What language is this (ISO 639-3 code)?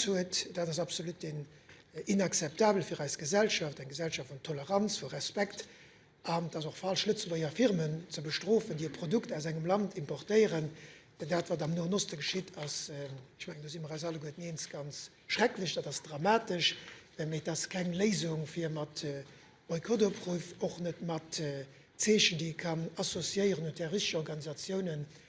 ltz